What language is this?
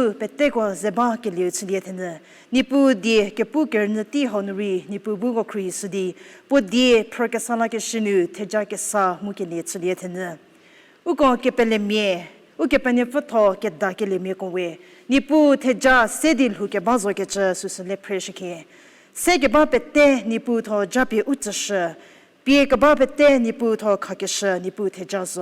Angami Naga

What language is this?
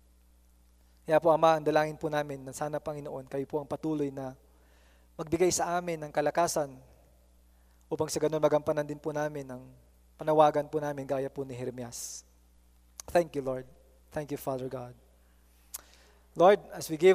Filipino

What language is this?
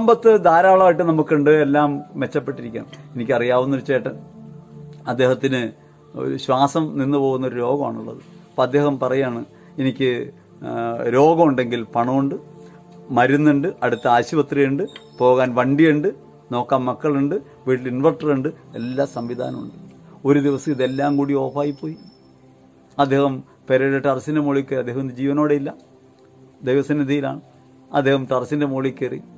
Malayalam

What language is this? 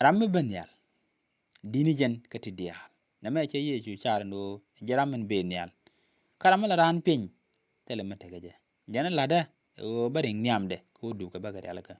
Nuer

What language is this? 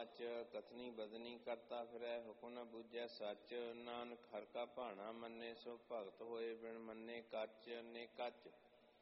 Punjabi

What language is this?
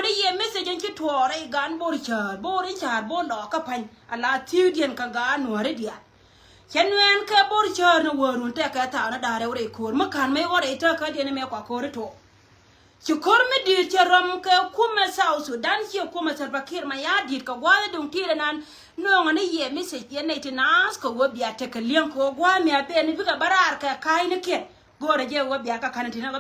Nuer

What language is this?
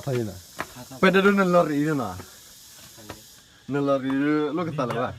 S'gaw Karen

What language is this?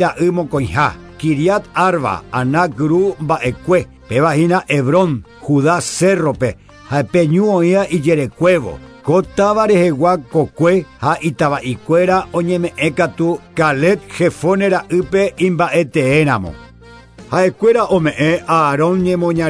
Guarani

